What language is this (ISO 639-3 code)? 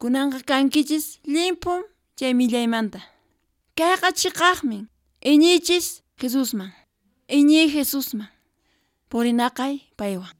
que